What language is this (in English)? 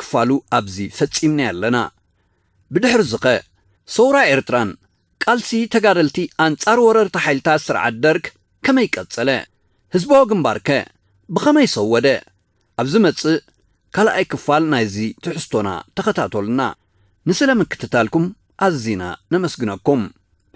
Tigrinya